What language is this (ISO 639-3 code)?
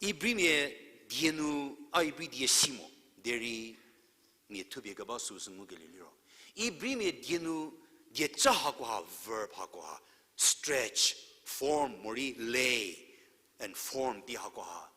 njm